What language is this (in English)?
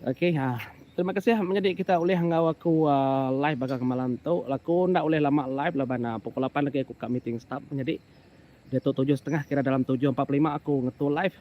Iban